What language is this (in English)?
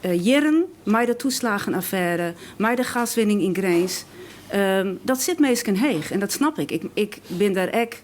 Western Frisian